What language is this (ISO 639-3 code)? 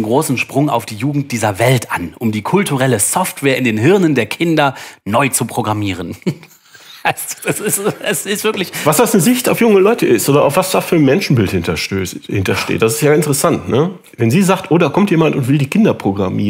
deu